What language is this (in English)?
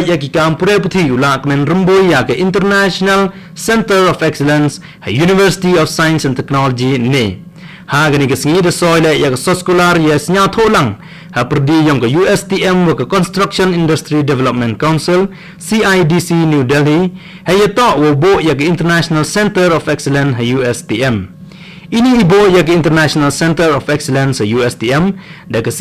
Khasi